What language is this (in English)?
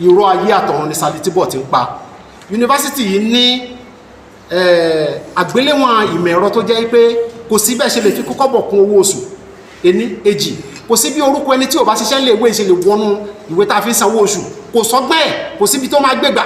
Yoruba